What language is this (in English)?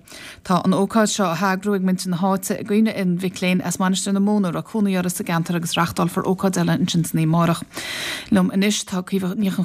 Irish